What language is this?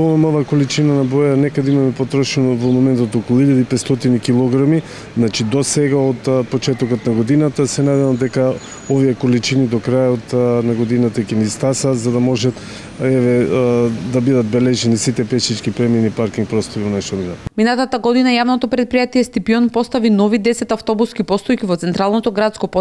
Macedonian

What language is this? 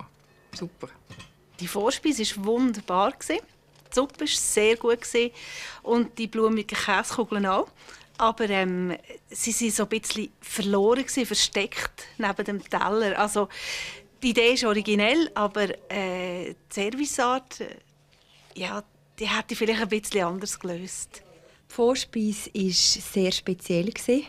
Swiss German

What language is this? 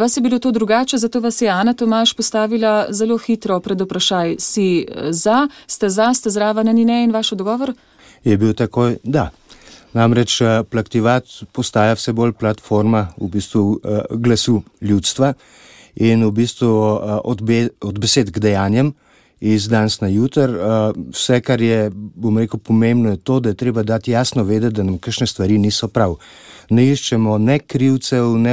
Slovenian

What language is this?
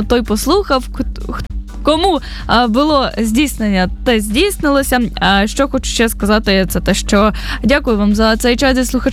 Ukrainian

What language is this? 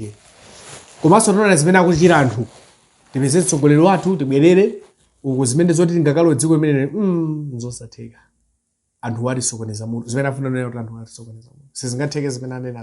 Nyanja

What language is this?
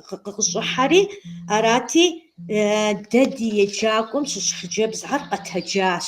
Kabardian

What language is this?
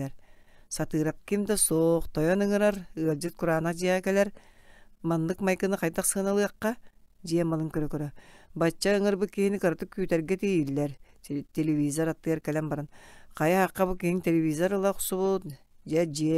Yakut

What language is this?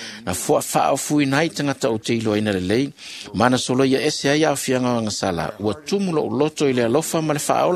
Samoan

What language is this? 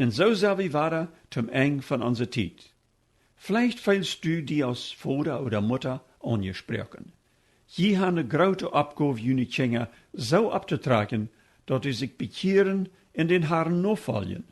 Plautdietsch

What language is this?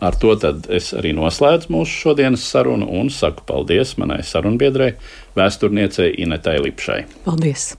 Latvian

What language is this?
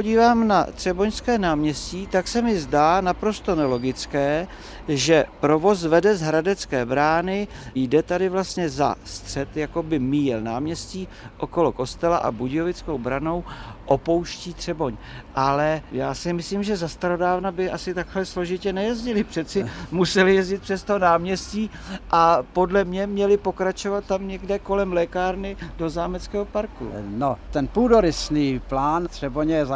Czech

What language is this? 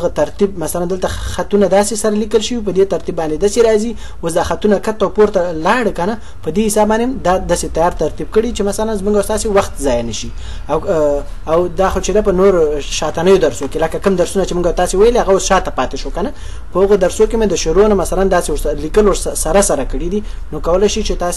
Pashto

